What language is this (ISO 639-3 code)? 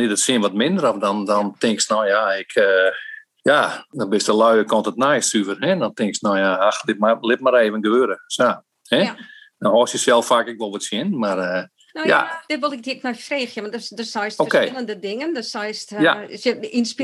fry